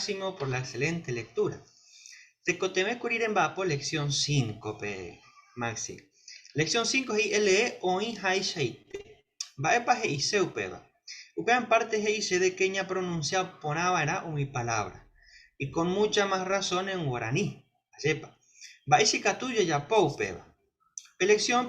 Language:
Guarani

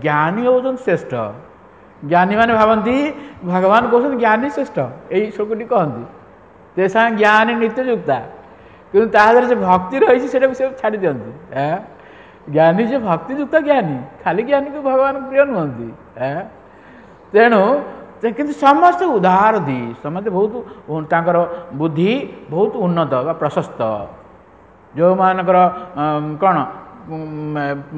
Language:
Odia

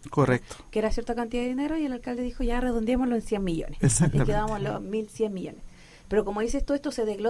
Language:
Spanish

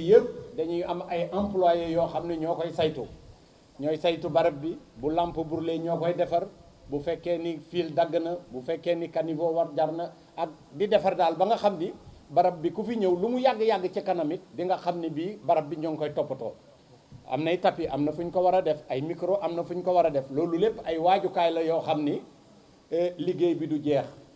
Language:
Wolof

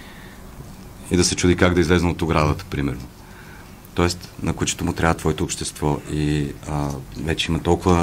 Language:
Bulgarian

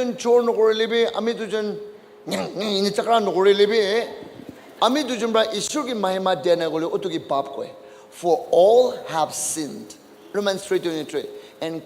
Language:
Naga Pidgin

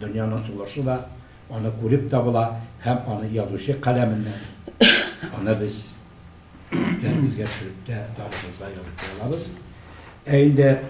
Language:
Tatar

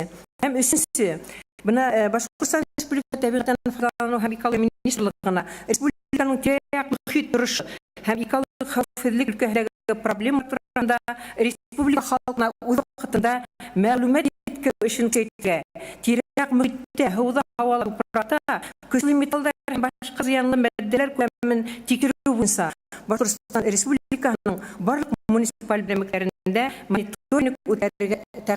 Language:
Bashkir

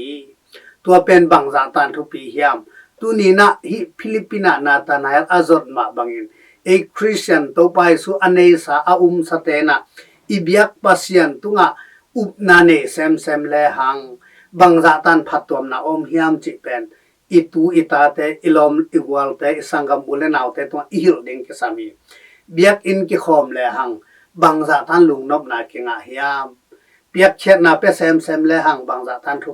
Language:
Tedim Chin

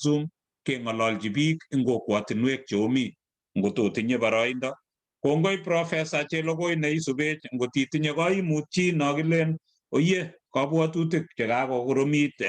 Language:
Kalenjin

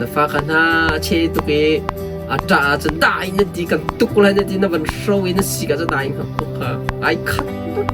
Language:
Hakha Chin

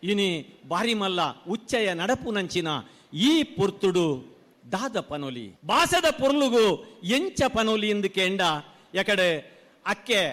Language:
Tulu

